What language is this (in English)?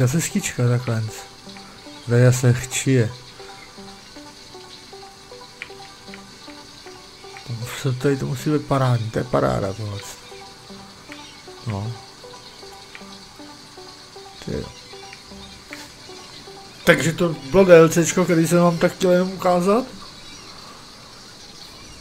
Czech